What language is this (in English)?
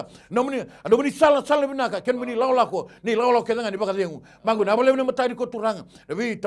Fijian